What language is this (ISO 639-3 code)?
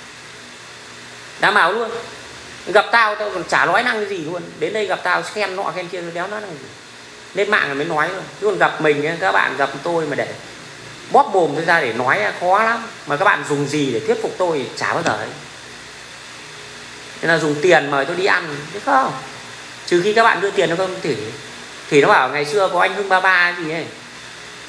vie